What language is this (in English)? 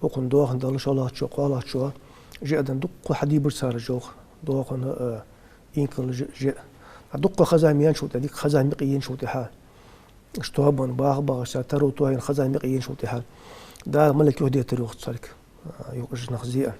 Ingush